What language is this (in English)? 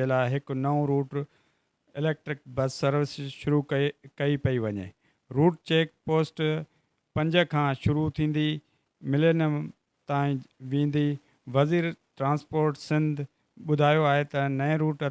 Sindhi